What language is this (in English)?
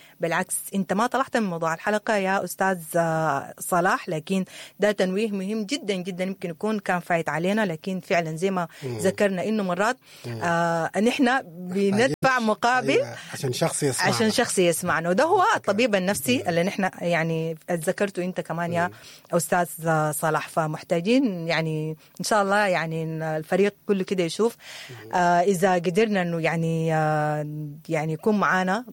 Sudanese Arabic